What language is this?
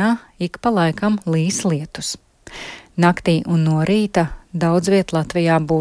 Latvian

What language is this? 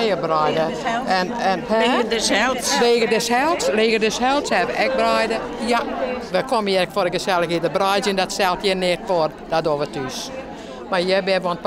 Western Frisian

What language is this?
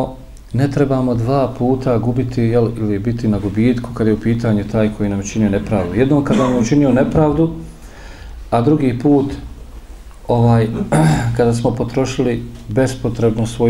Bosnian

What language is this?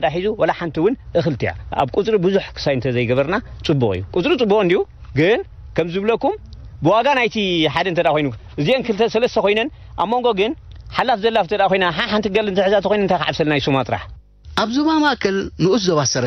Tigrinya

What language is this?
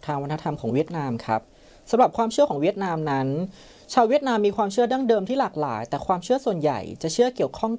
Thai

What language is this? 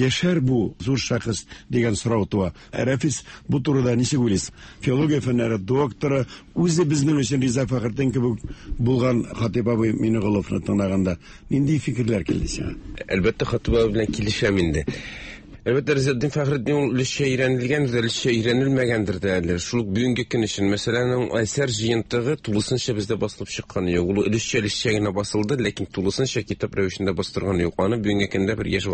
Tatar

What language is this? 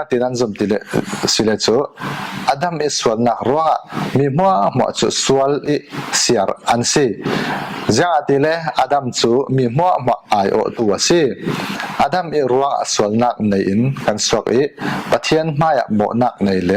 Falam Chin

